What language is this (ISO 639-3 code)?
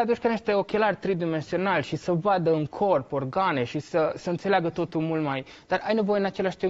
ron